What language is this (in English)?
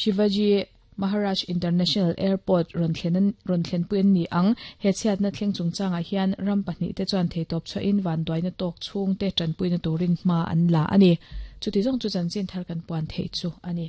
Mizo